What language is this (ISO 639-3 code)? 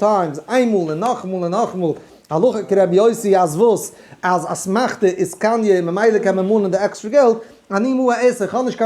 yid